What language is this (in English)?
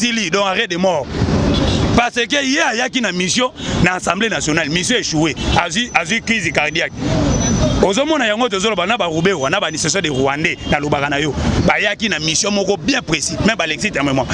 Lingala